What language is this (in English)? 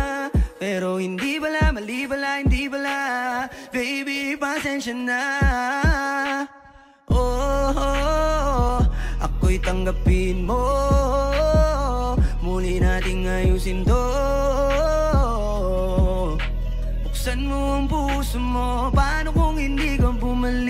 Filipino